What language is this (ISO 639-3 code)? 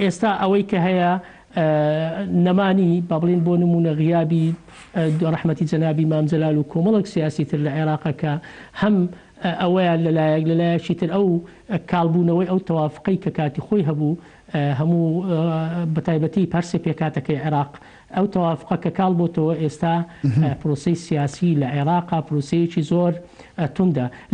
ckb